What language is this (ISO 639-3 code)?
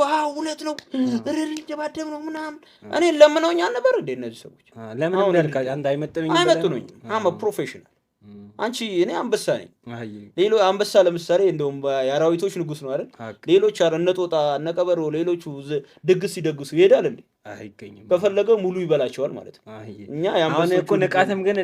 amh